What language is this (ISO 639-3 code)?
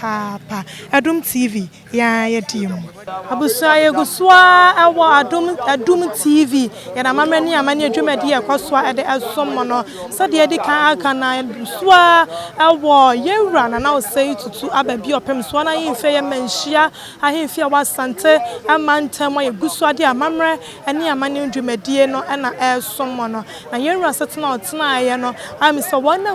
aka